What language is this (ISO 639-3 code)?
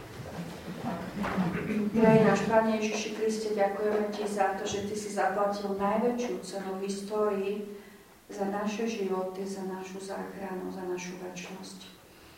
slk